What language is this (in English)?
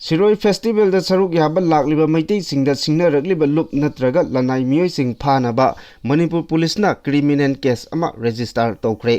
Manipuri